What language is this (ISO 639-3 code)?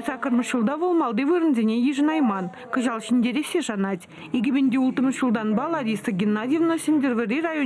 chv